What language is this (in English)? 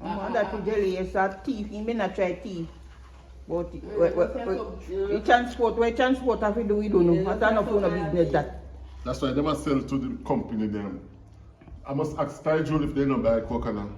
Jamaican Creole English